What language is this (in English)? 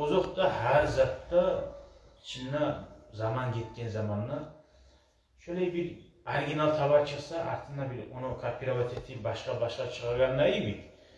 Kumyk